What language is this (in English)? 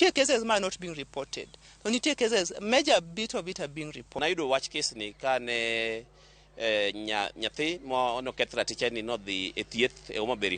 Luo (Kenya and Tanzania)